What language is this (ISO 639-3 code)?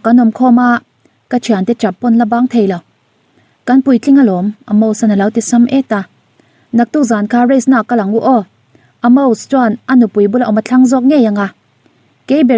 lus